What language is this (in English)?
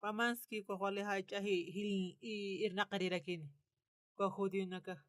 Aymara